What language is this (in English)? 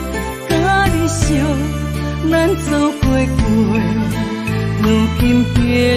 Min Nan Chinese